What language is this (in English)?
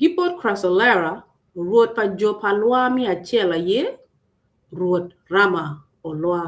Acoli